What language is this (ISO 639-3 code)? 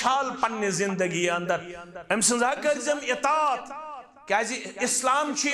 kas